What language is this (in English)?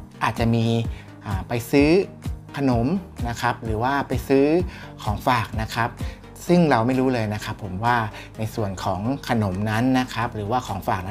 Thai